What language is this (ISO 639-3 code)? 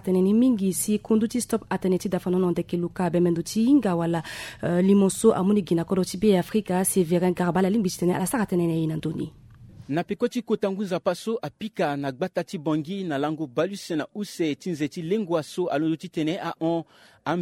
sag